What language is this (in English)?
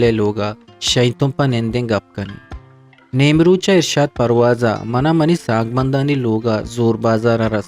Eastern Balochi